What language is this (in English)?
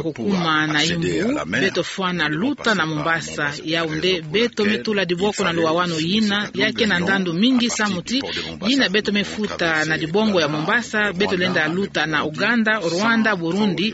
Kituba (Democratic Republic of Congo)